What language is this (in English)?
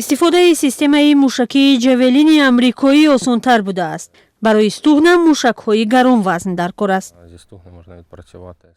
Tajik